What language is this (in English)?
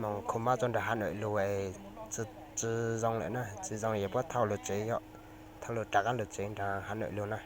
Hmong